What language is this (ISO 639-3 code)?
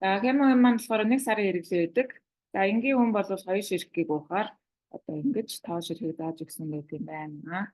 mon